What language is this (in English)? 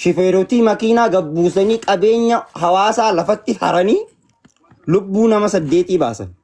Oromo